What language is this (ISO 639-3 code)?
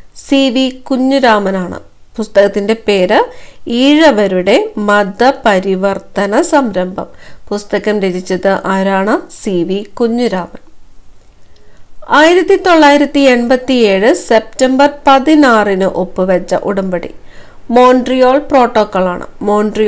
mal